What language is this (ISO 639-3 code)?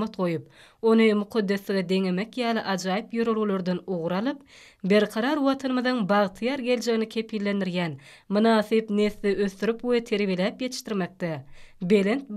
tuk